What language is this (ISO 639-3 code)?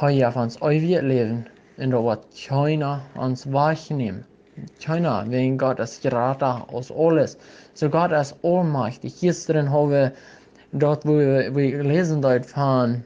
pdt